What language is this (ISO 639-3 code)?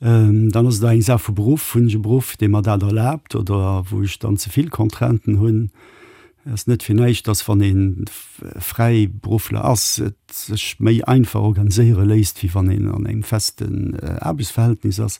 ltz